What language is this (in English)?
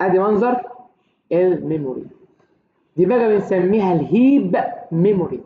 Egyptian Arabic